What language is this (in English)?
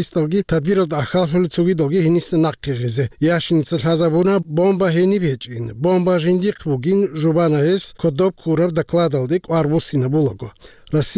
Avaric